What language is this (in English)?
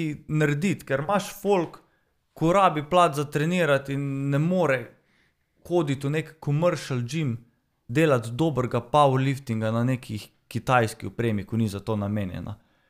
Slovenian